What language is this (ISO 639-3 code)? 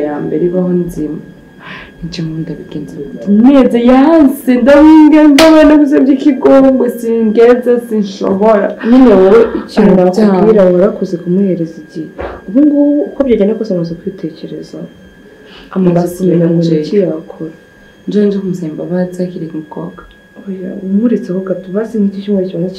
kin